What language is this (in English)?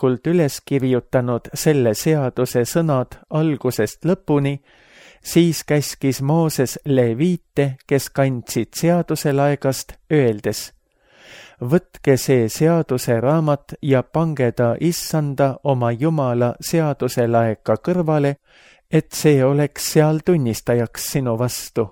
Estonian